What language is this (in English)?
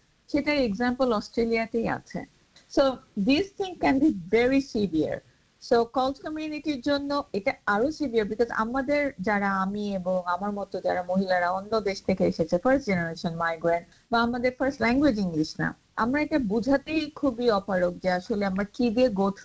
Bangla